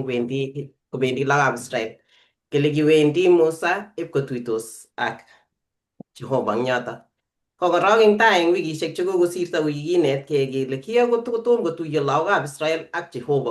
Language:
Kalenjin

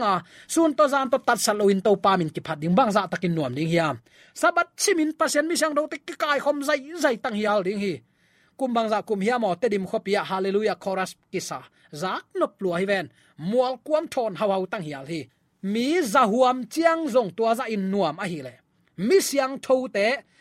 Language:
Tedim Chin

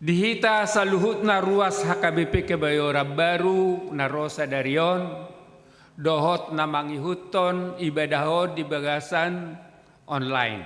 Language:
Batak Toba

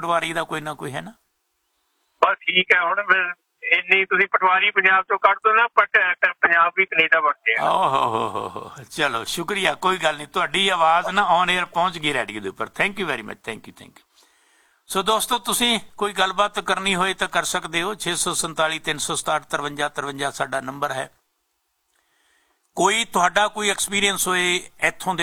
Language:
Punjabi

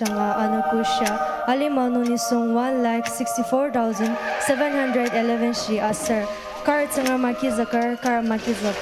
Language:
Ao Naga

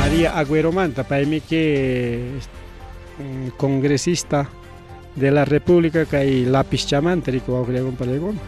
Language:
Ayacucho Quechua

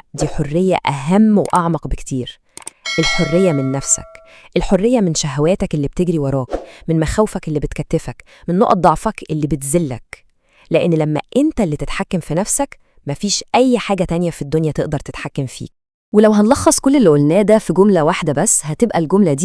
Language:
Egyptian Arabic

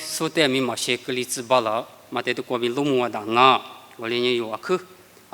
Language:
Lisu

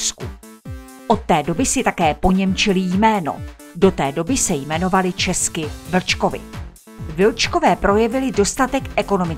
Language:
Czech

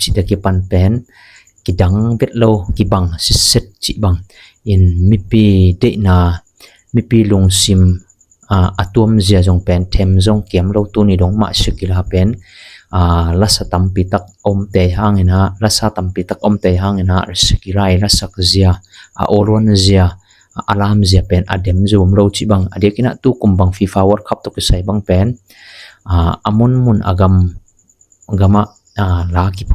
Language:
Tedim Chin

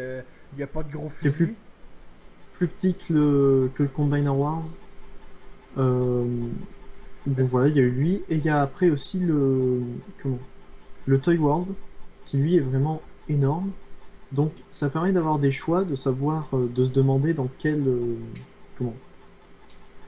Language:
French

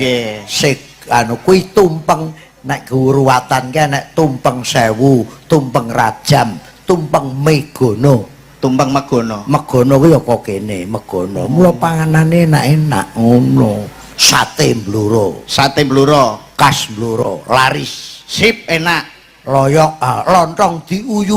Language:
Javanese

